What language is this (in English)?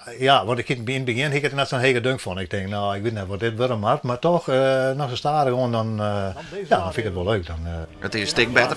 Western Frisian